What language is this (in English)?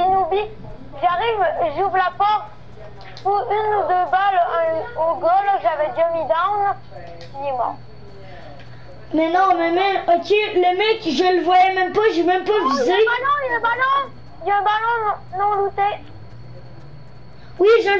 French